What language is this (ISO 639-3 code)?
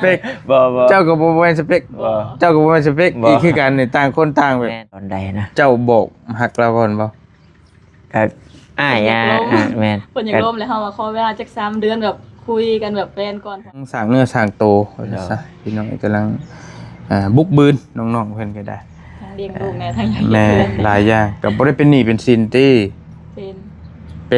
tts